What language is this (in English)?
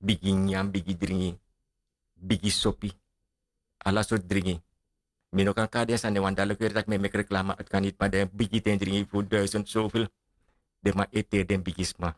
Sranan Tongo